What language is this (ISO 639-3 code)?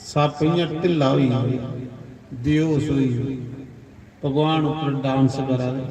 doi